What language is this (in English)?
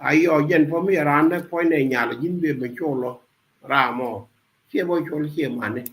Nuer